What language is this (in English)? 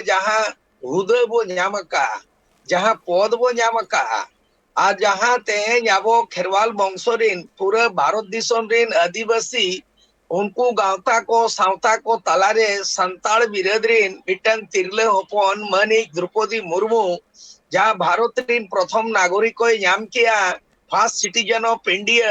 Santali